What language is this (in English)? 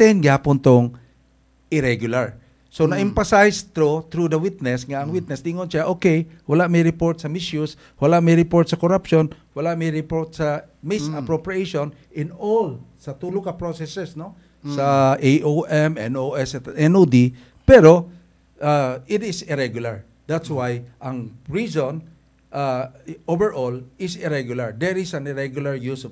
Cebuano